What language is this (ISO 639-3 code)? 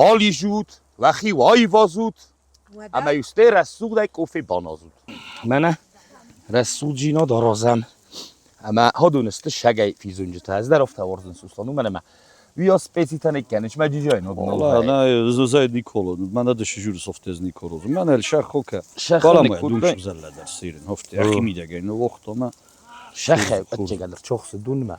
oss